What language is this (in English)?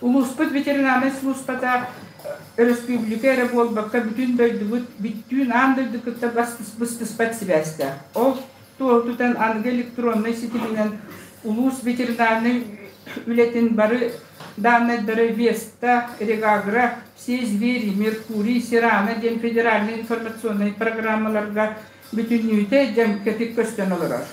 Yakut